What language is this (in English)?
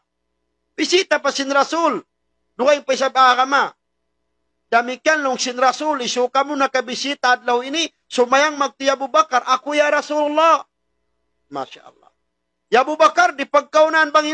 Tausug